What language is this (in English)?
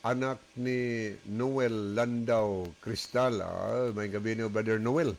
Cebuano